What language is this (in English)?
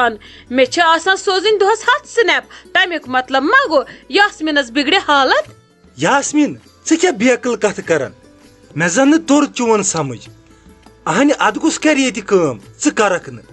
Kashmiri